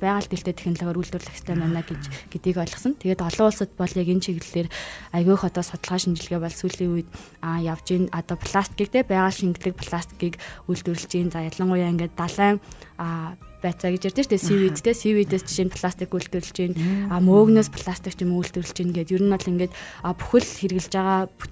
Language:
Mongolian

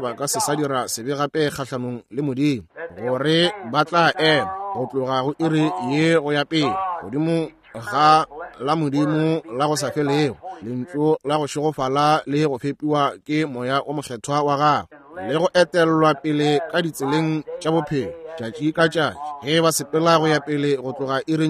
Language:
Northern Sotho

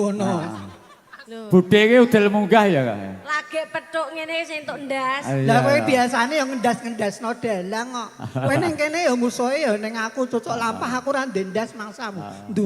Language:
Javanese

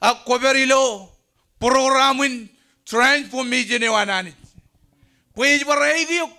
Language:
Marshallese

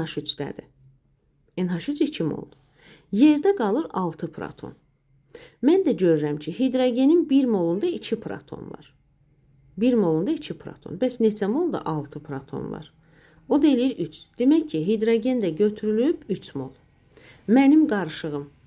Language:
Azerbaijani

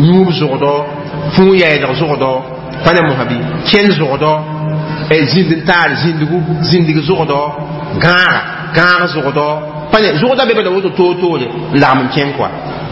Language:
Mossi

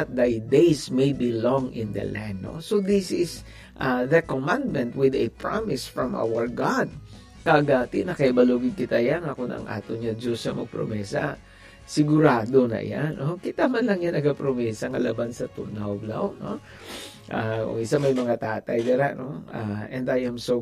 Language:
Hiligaynon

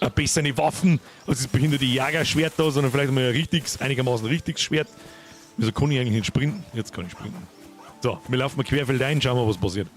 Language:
Bavarian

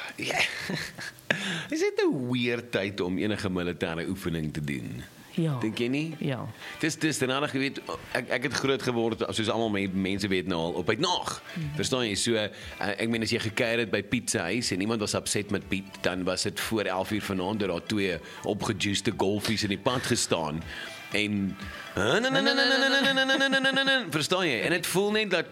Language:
Afrikaans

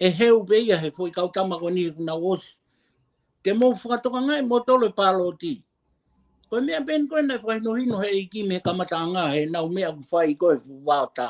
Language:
Tongan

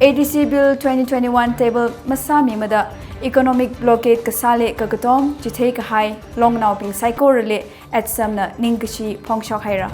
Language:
Tangkhul Naga (India)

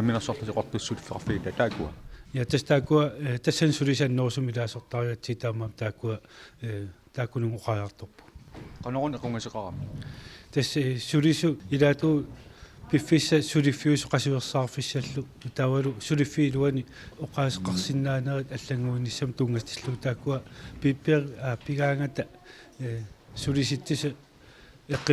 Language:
Kalaallisut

